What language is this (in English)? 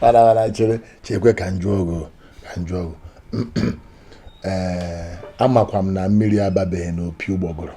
Igbo